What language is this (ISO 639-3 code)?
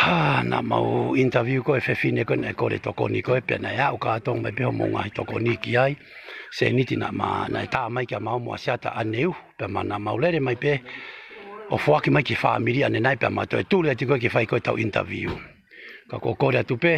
ton